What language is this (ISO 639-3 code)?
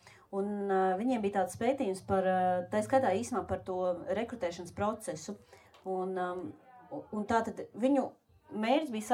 lav